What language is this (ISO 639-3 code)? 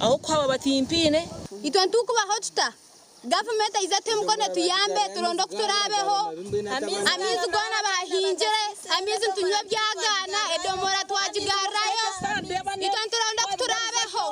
nyn